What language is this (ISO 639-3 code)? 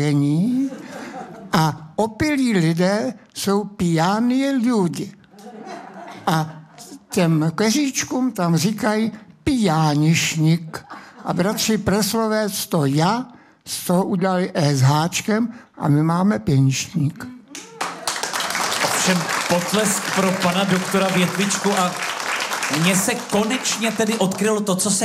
ces